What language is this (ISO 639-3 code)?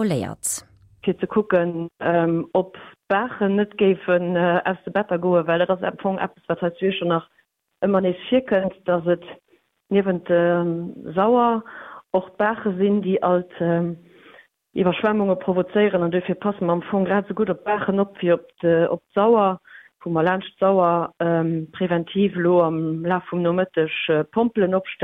ltz